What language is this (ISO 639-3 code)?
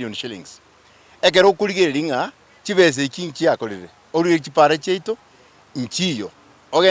guz